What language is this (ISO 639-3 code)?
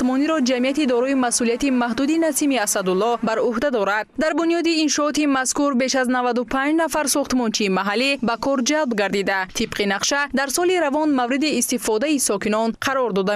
tgk